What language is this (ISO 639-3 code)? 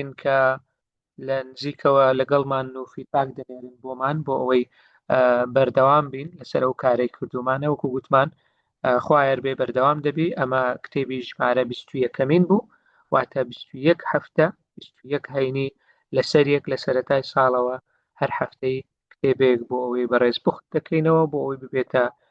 ckb